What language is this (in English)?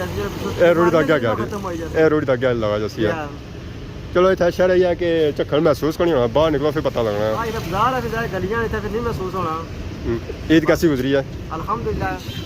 Pahari-Potwari